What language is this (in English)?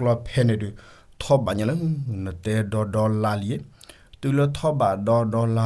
S'gaw Karen